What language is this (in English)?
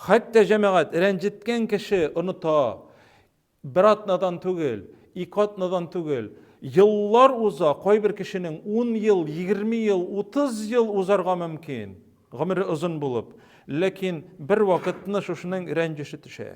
Tatar